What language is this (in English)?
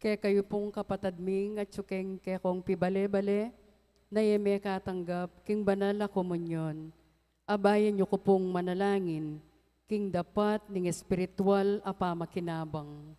Pampanga